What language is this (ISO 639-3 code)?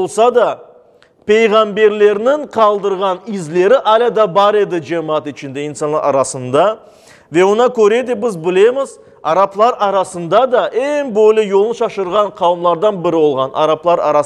crh